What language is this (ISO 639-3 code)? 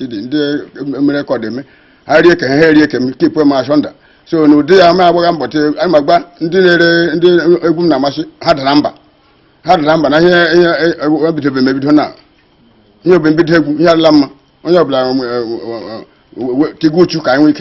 ibo